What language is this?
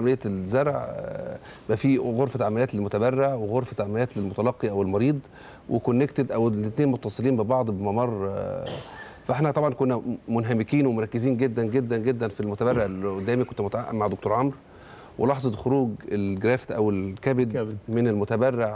Egyptian Arabic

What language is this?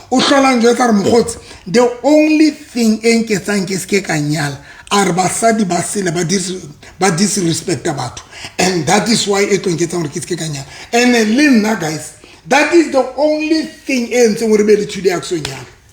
Southern Sotho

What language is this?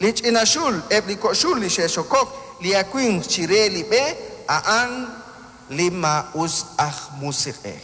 Kekchí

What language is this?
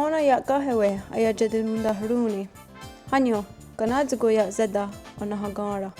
Mohawk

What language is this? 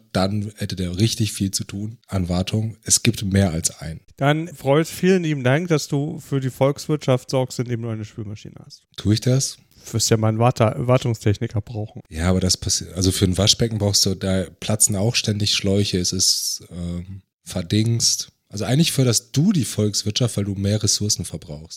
German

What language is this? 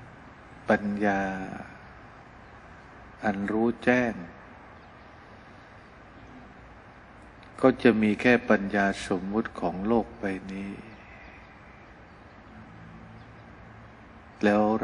Thai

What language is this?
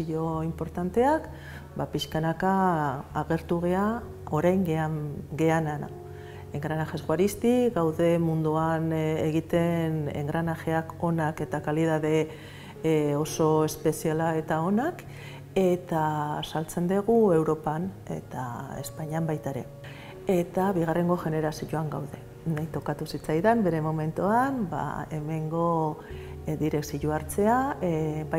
Basque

